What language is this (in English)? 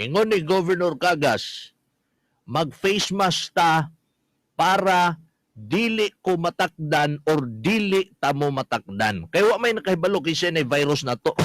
Cebuano